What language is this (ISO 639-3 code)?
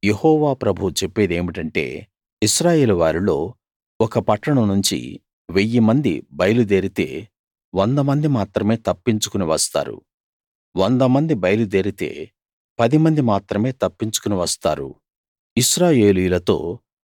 tel